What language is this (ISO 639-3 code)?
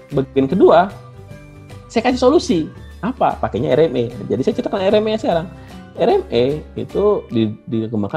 ind